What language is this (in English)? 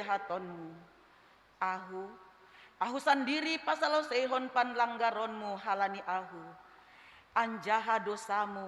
Batak Simalungun